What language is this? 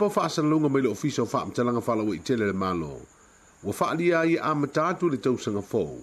Samoan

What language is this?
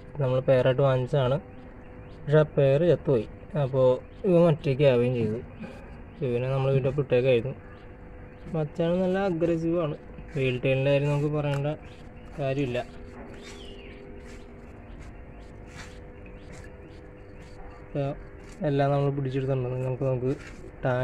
Malayalam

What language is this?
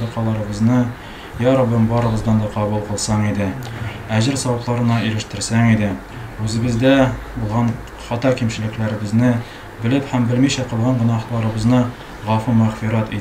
Tatar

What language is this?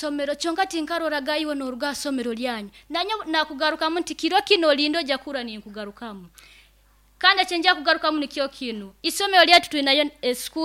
Nyoro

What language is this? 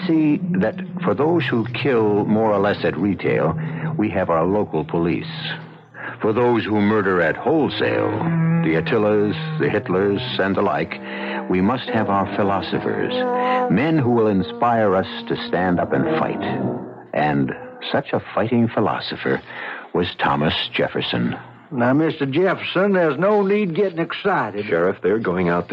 English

